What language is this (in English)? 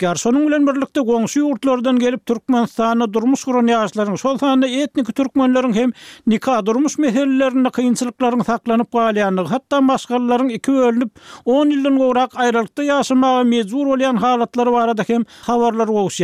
Turkmen